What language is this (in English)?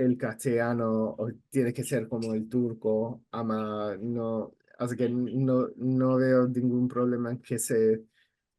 Ladino